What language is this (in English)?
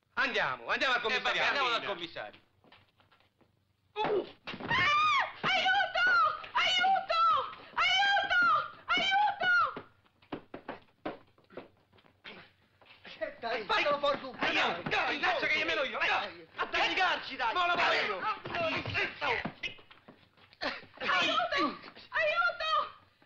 Italian